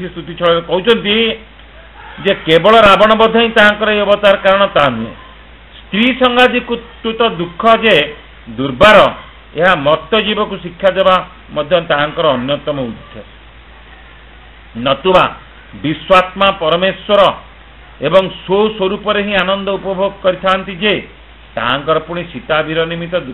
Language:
Odia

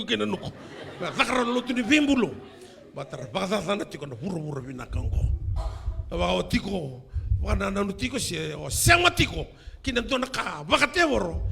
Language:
Fijian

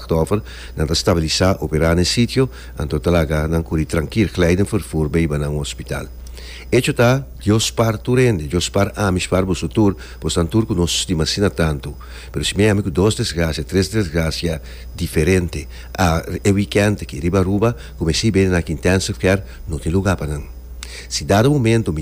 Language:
Papiamento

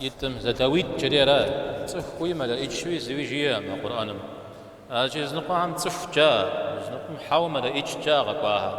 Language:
Kabardian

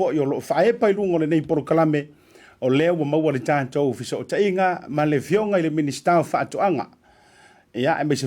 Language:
Samoan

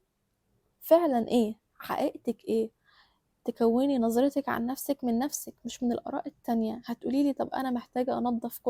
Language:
Egyptian Arabic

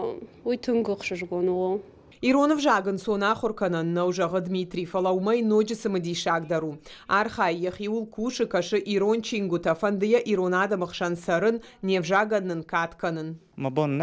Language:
Ossetic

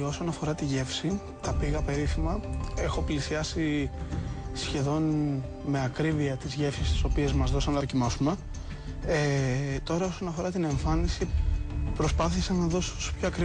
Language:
Greek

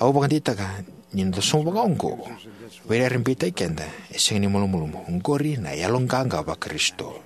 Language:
Fijian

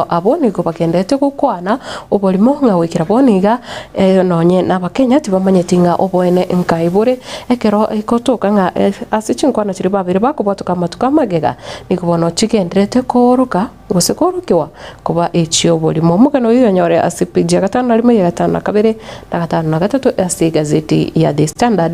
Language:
Gusii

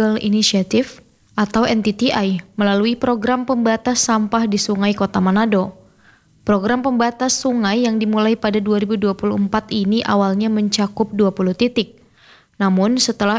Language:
Indonesian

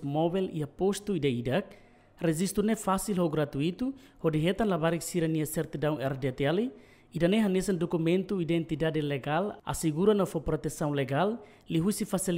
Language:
Tetum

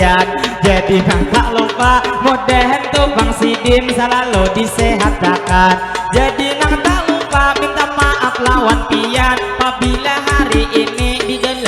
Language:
Banjar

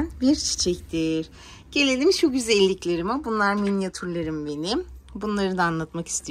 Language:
Turkish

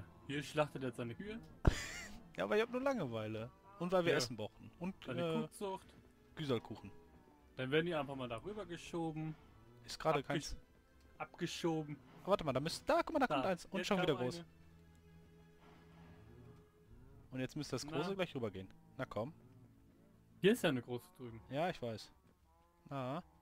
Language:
German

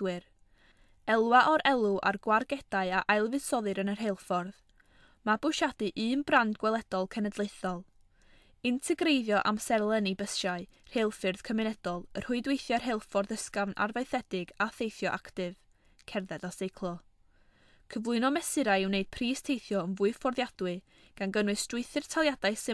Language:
Welsh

